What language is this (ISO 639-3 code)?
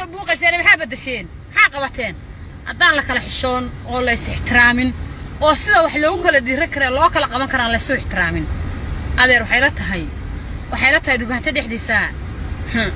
som